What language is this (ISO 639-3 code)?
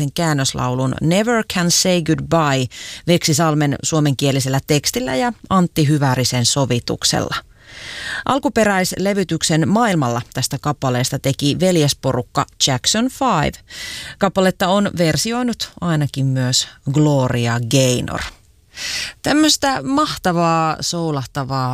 fin